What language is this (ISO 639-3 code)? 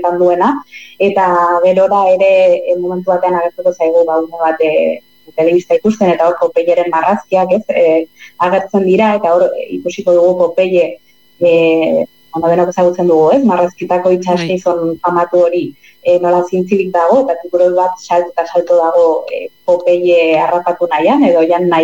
eus